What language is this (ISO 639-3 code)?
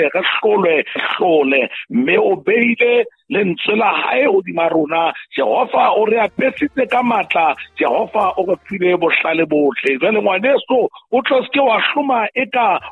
sot